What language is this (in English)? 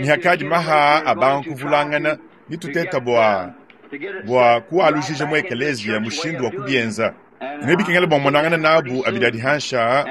Luba-Lulua